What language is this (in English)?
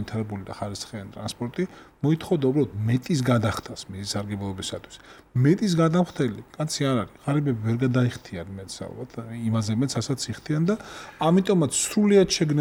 Georgian